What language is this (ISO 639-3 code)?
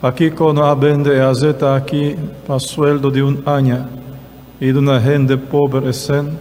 pap